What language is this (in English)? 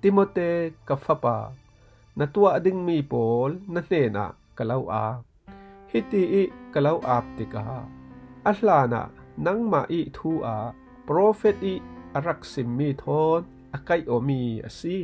Falam Chin